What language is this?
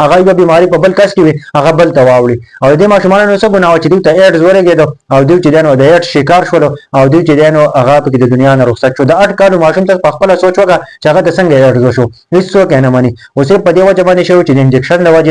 Pashto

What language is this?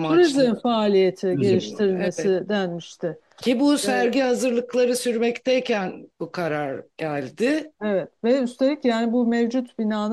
Turkish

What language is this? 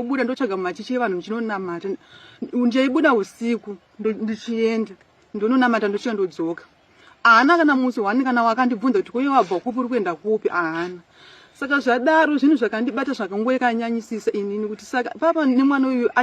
Shona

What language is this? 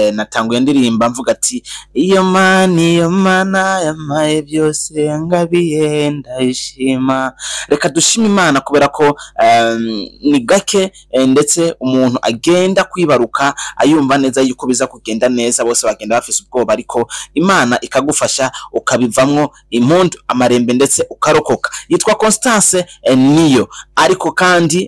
Rundi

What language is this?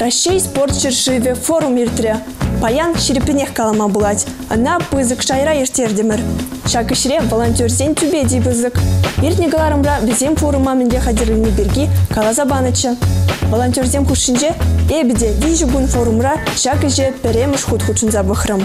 Chuvash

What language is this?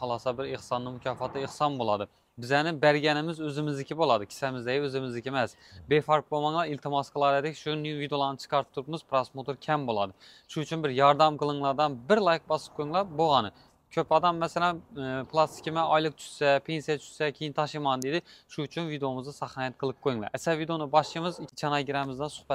Uzbek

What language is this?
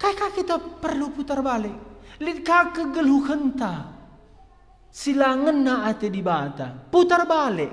Batak Karo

